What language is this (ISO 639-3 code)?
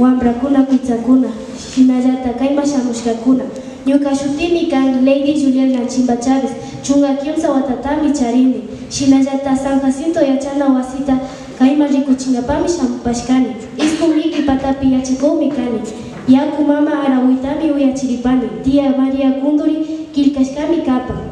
qvi